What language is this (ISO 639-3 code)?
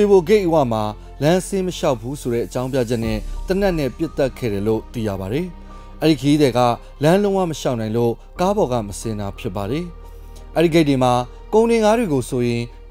mya